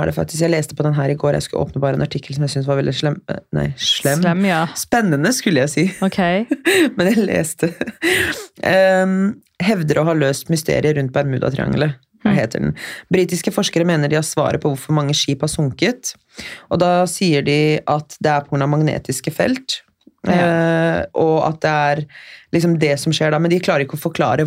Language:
Norwegian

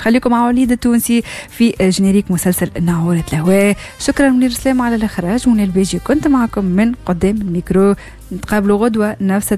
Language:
Tunisian Arabic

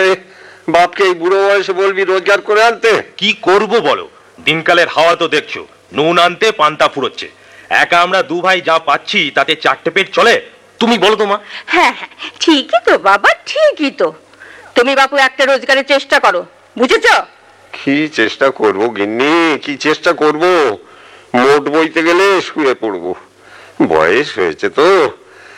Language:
Bangla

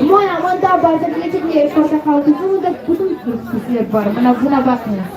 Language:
Crimean Tatar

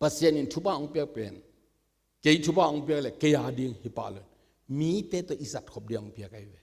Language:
Tedim Chin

